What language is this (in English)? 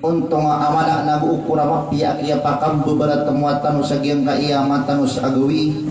Maranao